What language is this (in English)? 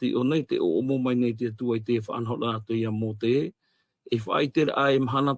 Tahitian